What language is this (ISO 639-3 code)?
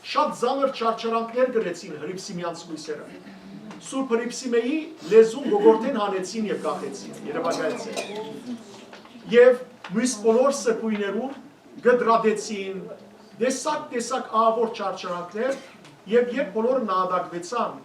hyw